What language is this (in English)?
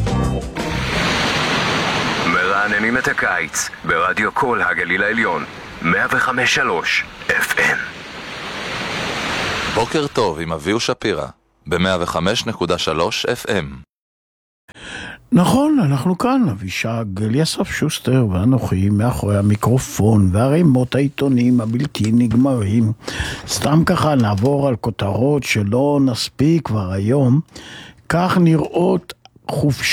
Hebrew